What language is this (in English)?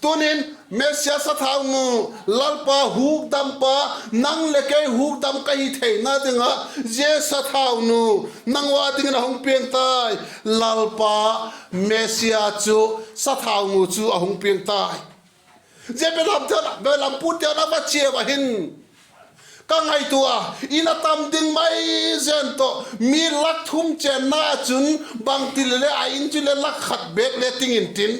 Vaiphei